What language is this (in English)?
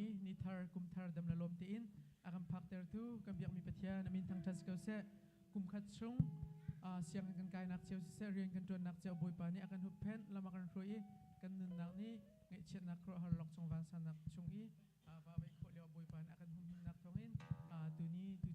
Hakha Chin